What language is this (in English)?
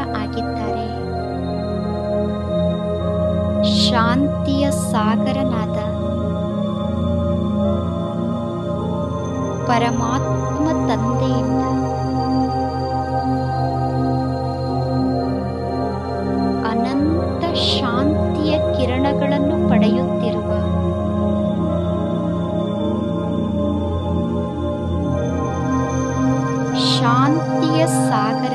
Kannada